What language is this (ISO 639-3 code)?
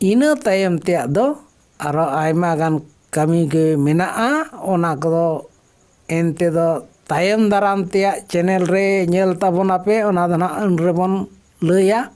sat